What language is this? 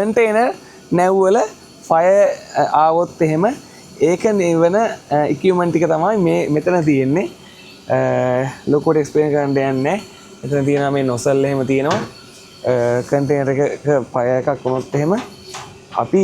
Sinhala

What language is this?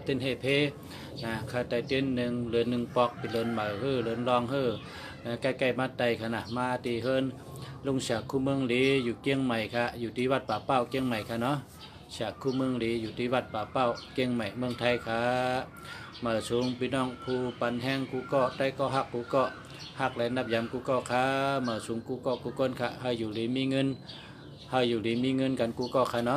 Shan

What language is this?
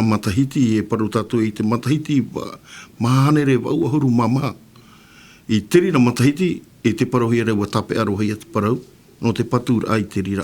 Tahitian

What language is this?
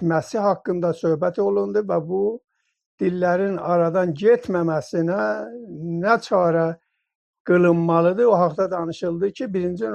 South Azerbaijani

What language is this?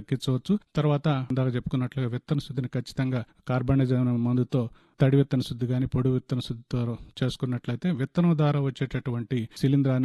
Telugu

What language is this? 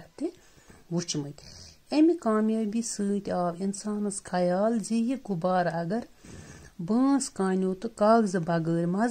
Kashmiri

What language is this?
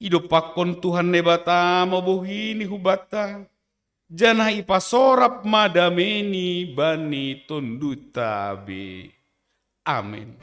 Batak Simalungun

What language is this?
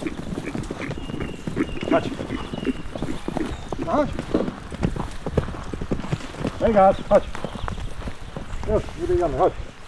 Polish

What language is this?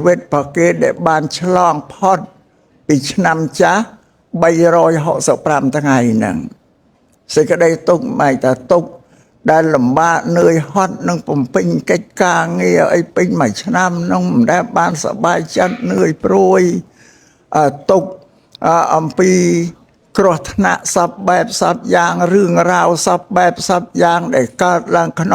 Khmer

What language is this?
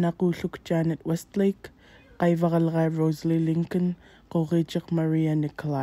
Central Yupik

